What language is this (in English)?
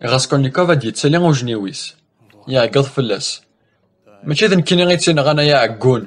Kabyle